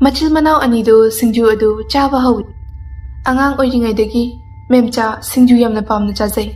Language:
Manipuri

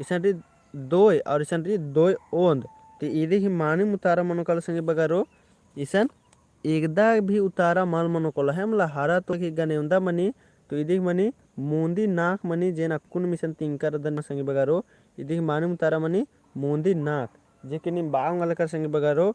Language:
Kurukh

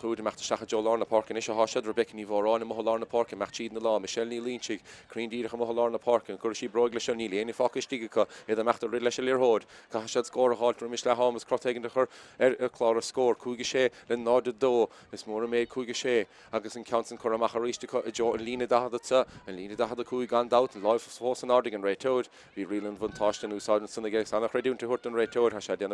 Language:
Irish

